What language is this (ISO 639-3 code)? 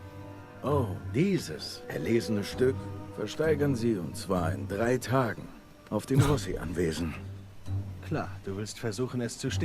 gsw